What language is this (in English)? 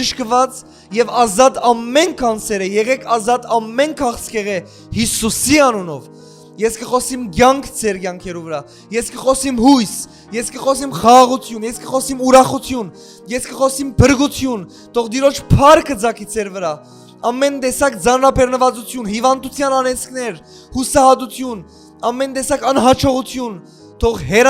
Western Armenian